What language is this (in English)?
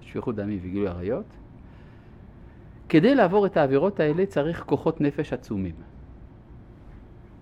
Hebrew